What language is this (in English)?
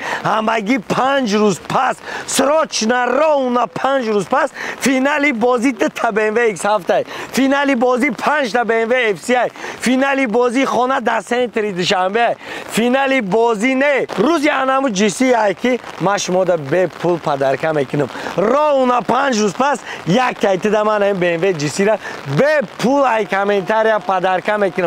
Tajik